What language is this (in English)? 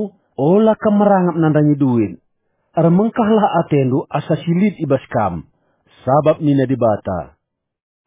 Batak Karo